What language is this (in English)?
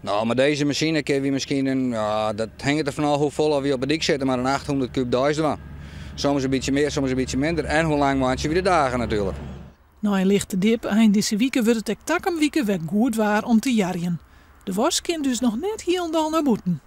Western Frisian